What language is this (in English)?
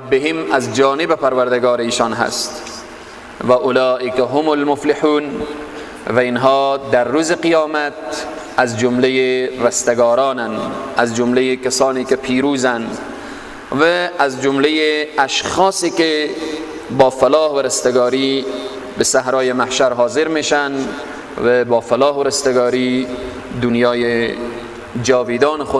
Persian